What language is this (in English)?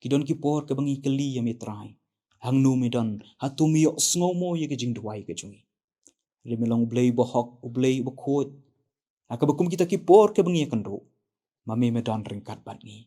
Khasi